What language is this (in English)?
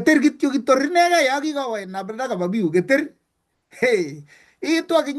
Kalenjin